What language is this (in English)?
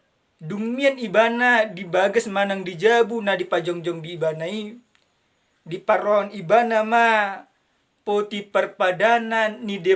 Batak Toba